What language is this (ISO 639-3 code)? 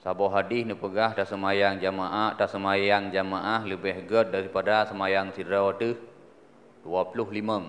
ace